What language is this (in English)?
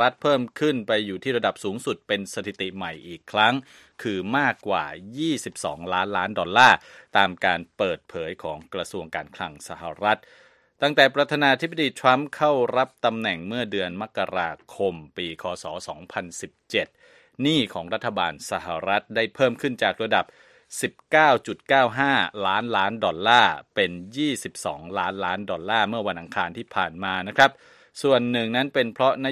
Thai